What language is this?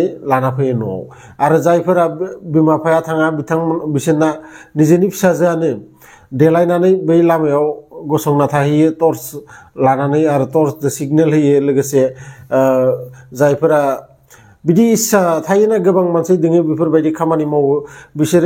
Bodo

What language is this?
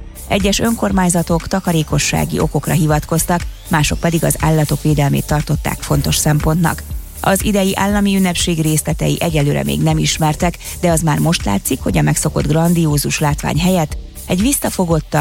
Hungarian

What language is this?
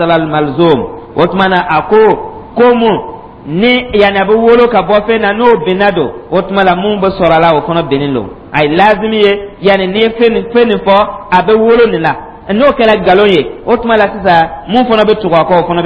Dyula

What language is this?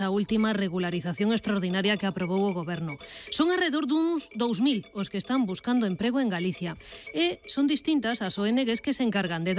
Galician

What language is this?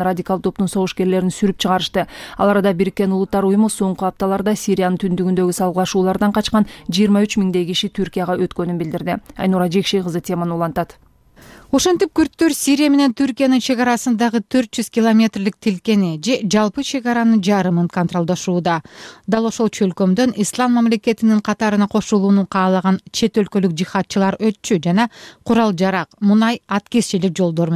Kyrgyz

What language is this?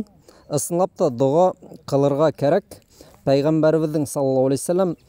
Bashkir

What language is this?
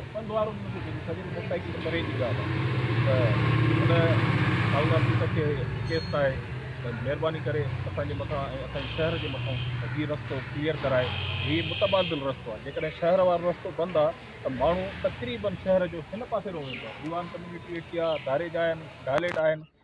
Sindhi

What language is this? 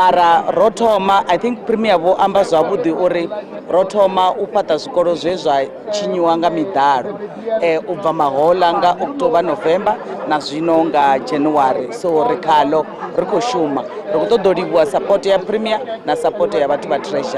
Venda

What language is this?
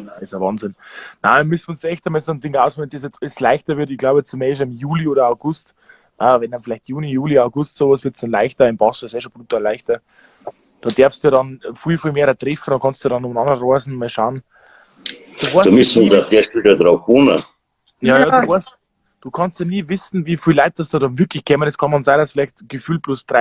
Bavarian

